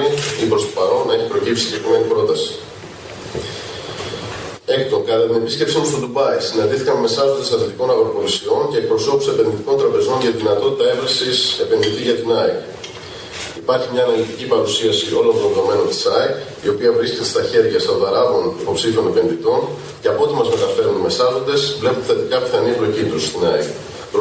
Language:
Greek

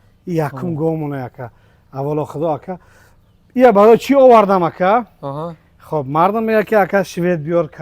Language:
Tajik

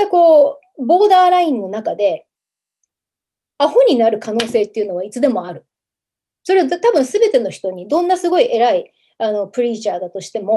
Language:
Japanese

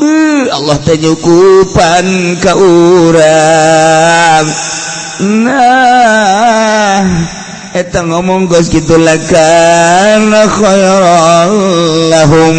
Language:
Sundanese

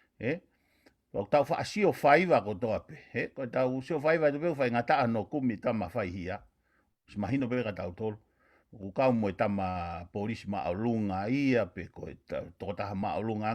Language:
Tongan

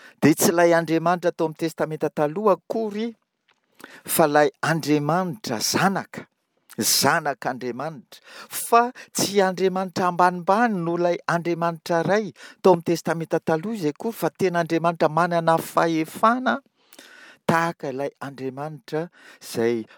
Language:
Malagasy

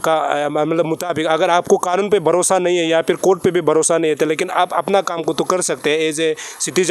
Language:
Hindi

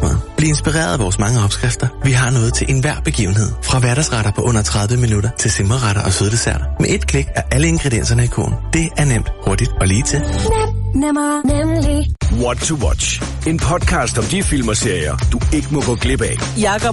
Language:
Danish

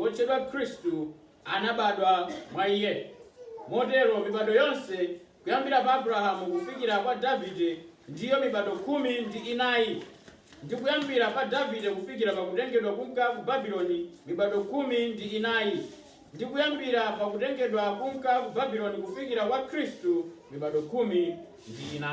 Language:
Nyanja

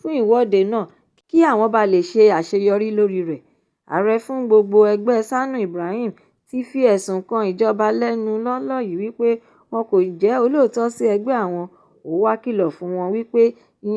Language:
Yoruba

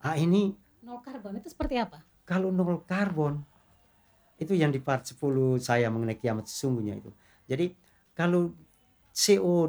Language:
Indonesian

